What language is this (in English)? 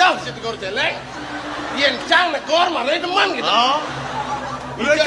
Balinese